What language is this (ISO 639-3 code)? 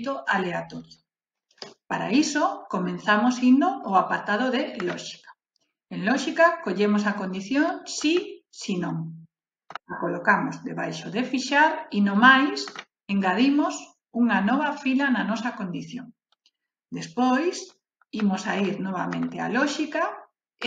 glg